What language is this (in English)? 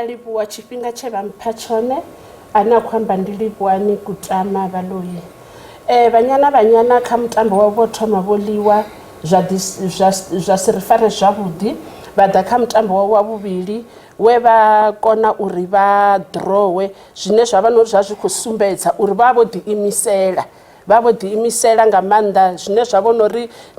Venda